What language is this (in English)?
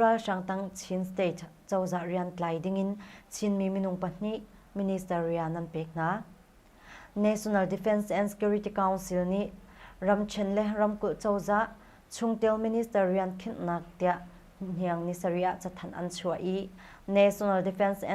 Hakha Chin